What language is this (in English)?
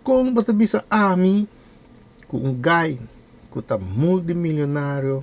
Papiamento